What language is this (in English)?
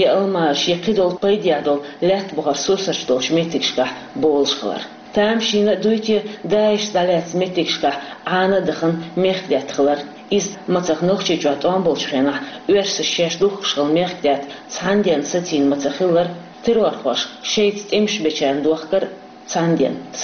Chechen